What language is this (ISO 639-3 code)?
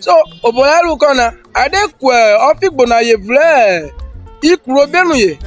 urh